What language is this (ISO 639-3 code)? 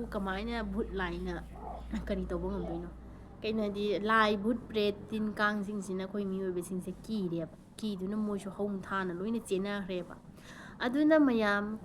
mni